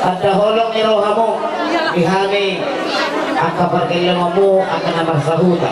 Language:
Batak Toba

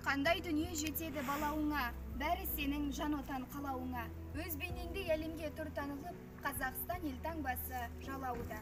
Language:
Kazakh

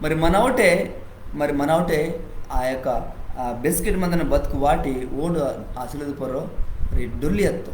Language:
Koya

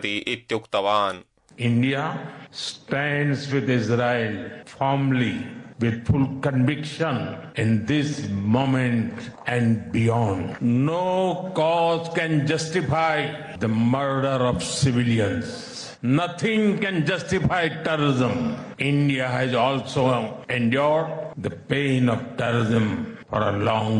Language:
Sanskrit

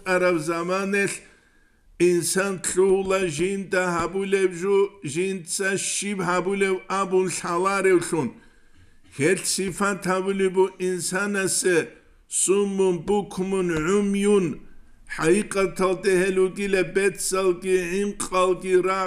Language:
Avaric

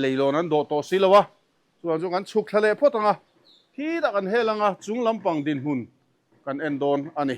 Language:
Mizo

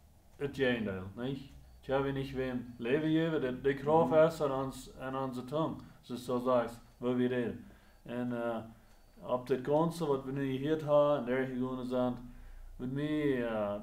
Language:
Plautdietsch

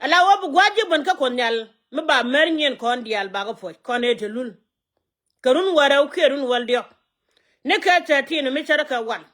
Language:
Nuer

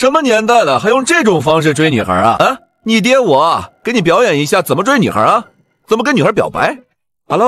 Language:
Chinese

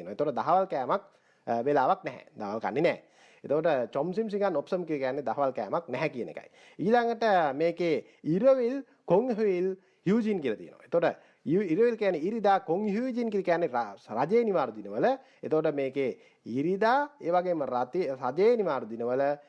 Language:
Sinhala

